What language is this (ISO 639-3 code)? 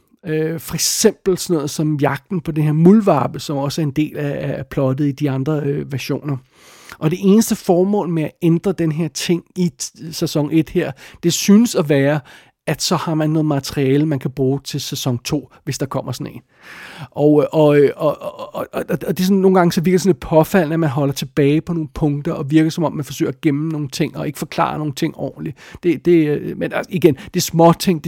dan